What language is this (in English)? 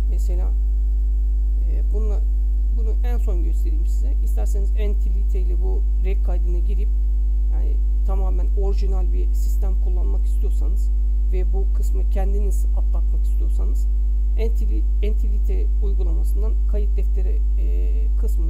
Turkish